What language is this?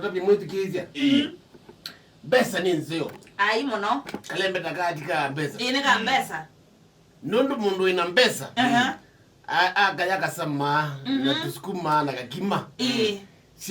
Kamba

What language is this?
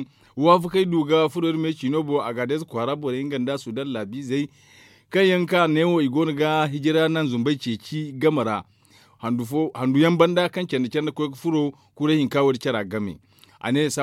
Zarma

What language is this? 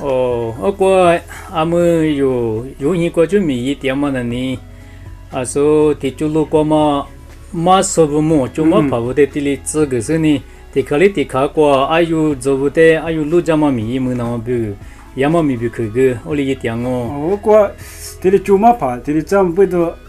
Lisu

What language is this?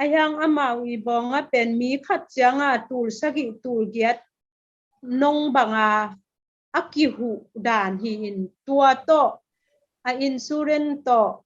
Tedim Chin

